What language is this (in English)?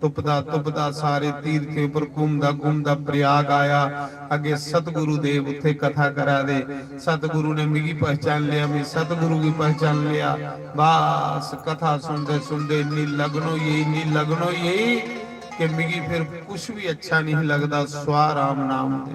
Dogri